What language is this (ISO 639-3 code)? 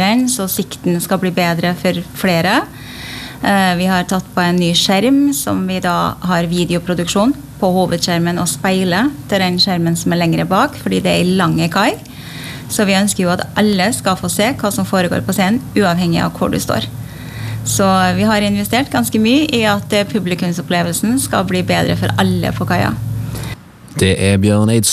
nor